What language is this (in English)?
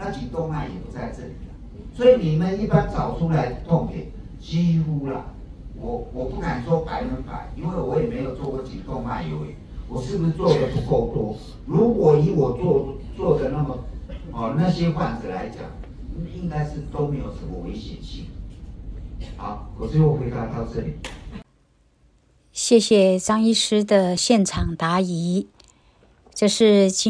Chinese